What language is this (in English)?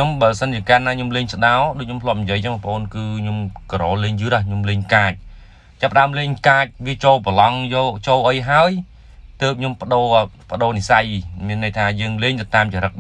Khmer